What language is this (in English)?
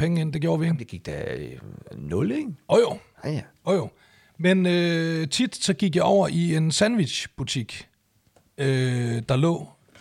Danish